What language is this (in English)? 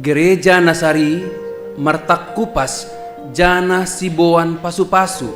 Batak Simalungun